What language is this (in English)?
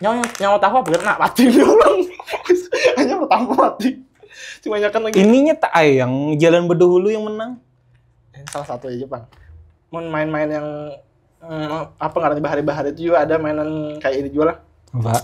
Banjar